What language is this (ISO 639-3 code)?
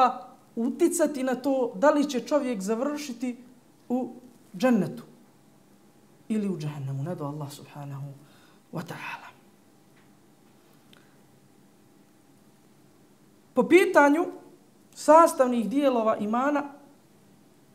bos